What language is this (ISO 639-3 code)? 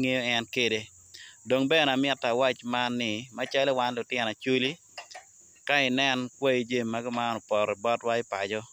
ach